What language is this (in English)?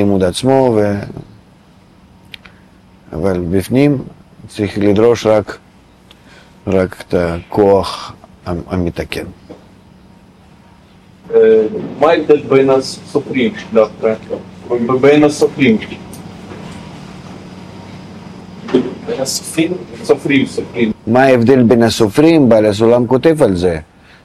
Hebrew